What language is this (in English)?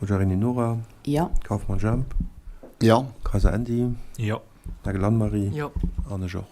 Luxembourgish